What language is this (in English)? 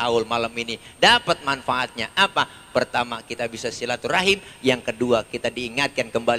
Betawi